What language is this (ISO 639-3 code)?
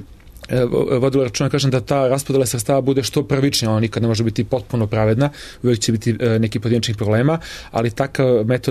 srp